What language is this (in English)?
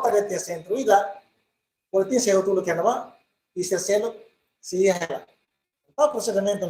Tetum